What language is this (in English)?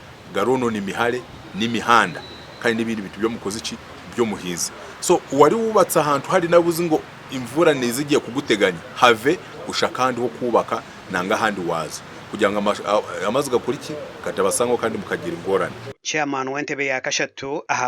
Nyankole